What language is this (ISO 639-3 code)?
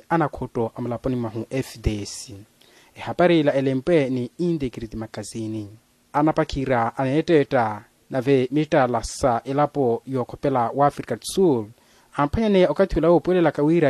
vmw